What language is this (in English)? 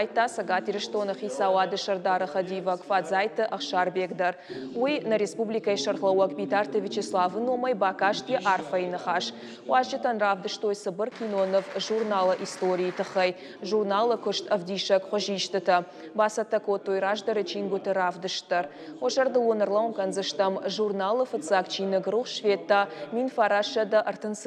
Ossetic